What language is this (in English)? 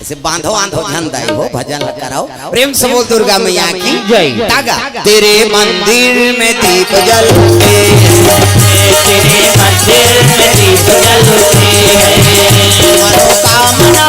Chhattisgarhi